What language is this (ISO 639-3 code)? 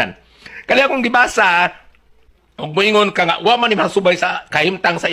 ceb